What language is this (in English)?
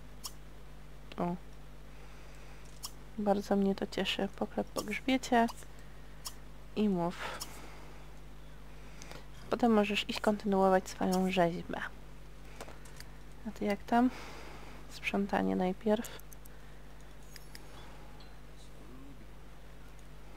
Polish